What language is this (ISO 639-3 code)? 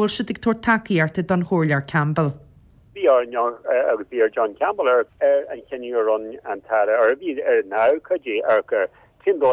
gle